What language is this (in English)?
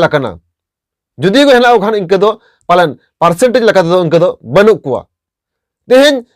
Santali